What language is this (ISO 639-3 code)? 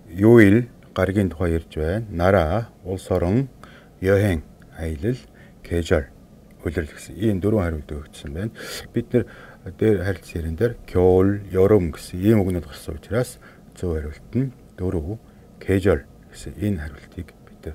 mon